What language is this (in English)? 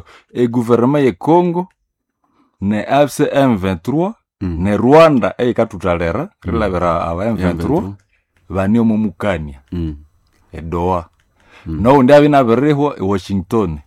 Nande